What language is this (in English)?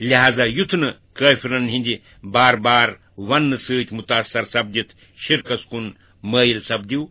Kashmiri